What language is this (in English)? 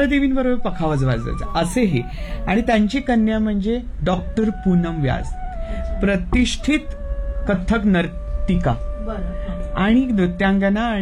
Marathi